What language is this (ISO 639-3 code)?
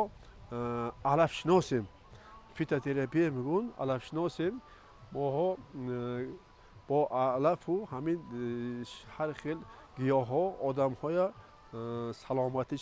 tgk